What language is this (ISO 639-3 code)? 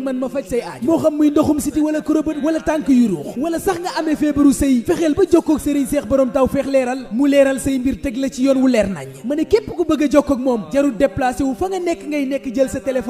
wol